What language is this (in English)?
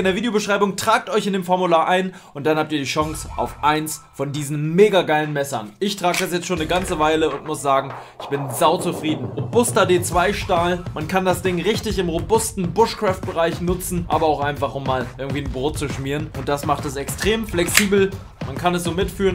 German